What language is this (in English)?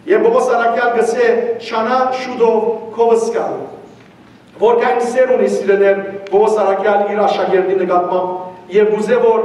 Western Armenian